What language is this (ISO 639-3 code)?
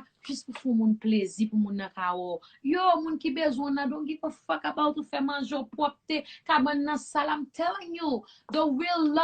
hat